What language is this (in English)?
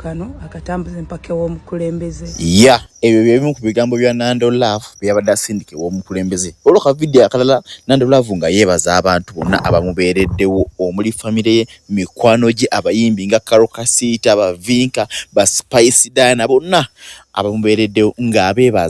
Ganda